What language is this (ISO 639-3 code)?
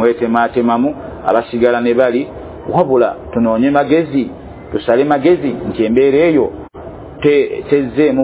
lug